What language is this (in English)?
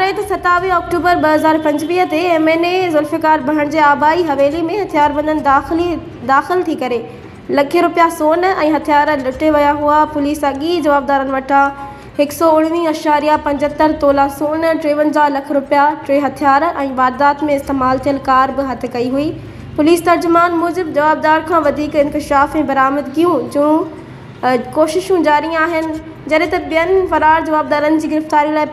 Sindhi